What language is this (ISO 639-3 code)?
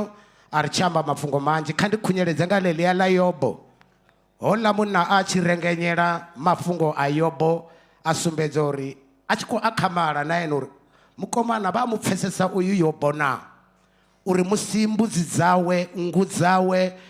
ven